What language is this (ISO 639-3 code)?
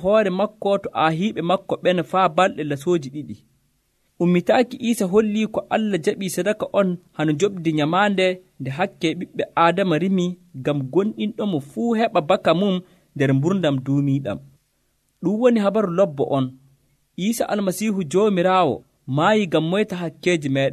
fuv